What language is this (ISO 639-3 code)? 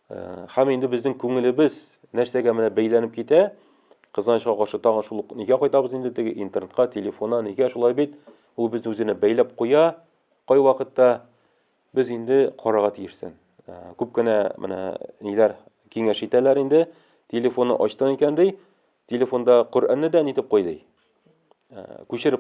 tat